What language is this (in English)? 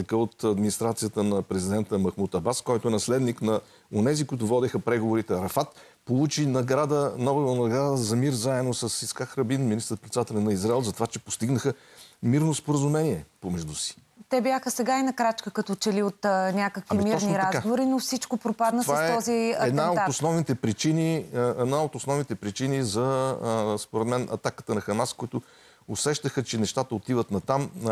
Bulgarian